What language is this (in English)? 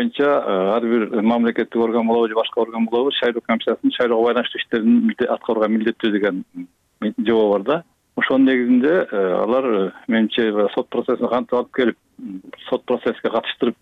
Kyrgyz